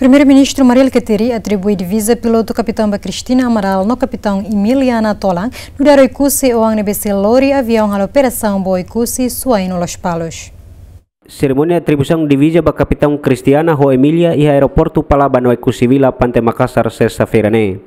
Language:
Tetum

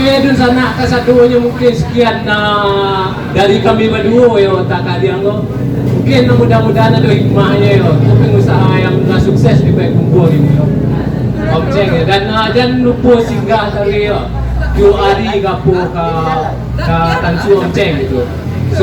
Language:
Minangkabau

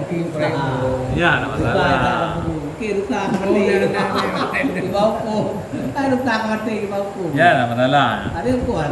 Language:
Achinese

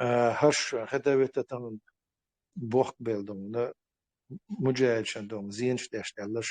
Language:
Chechen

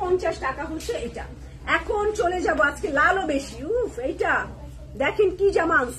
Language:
Bangla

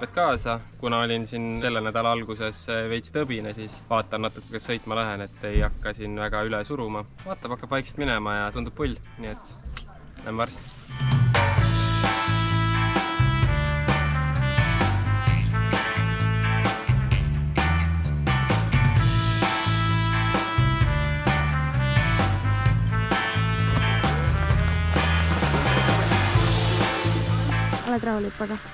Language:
Estonian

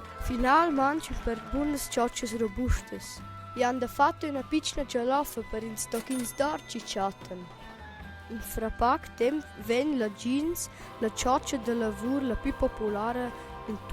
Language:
Romansh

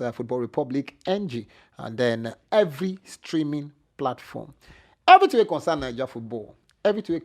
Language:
Nigerian Pidgin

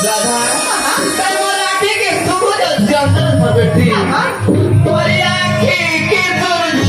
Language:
Chhattisgarhi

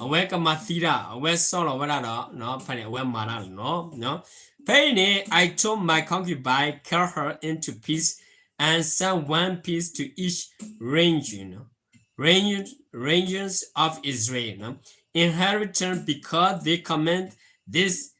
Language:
S'gaw Karen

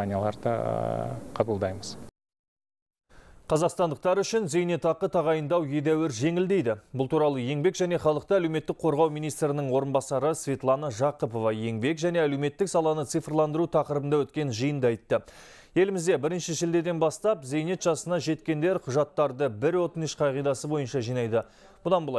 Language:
Kazakh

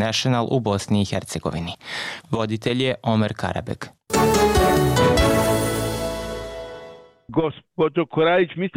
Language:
Bosnian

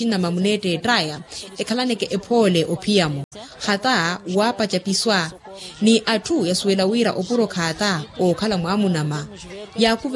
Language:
Makhuwa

